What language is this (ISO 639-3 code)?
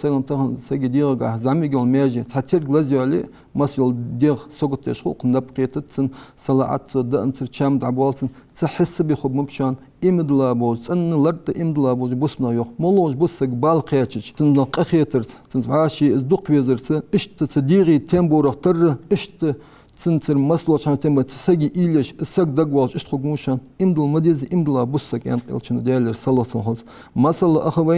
inh